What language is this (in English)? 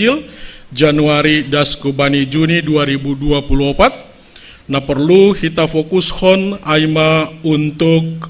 Batak Simalungun